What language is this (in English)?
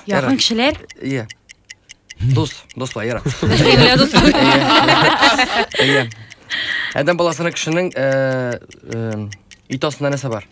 Tatar